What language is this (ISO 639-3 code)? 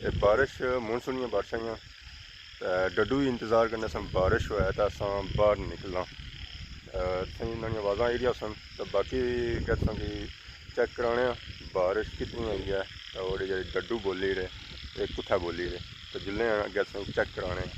phr